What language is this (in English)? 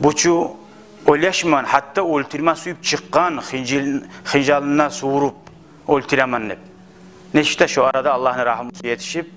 Kumyk